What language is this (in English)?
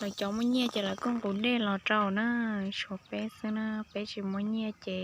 Hmong